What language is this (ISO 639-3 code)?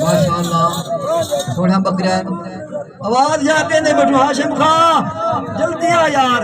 skr